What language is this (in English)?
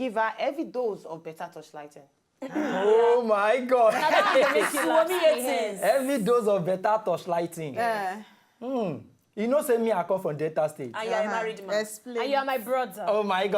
Nigerian Pidgin